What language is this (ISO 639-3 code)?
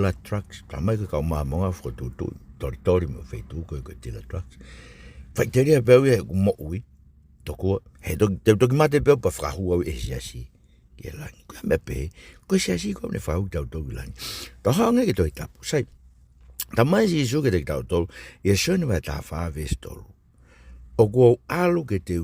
ton